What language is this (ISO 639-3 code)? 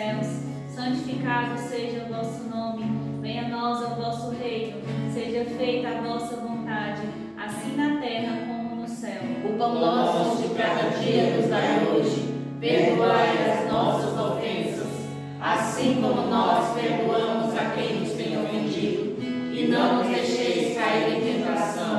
por